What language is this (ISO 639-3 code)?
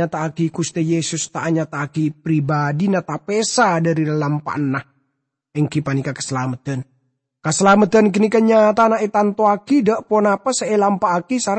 mad